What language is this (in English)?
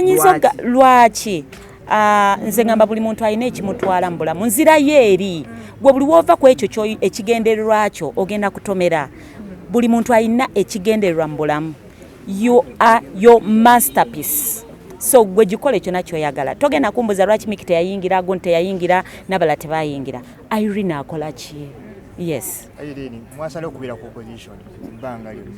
Ganda